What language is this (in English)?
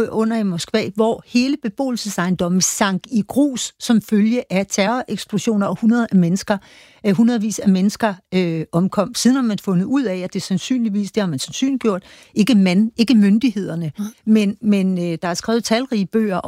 Danish